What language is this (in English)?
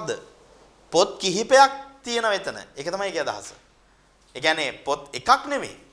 Sinhala